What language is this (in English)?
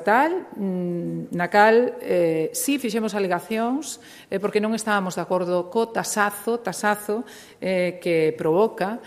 Galician